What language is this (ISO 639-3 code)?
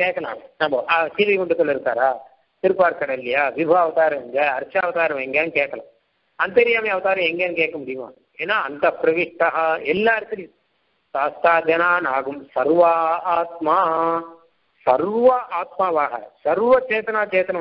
tam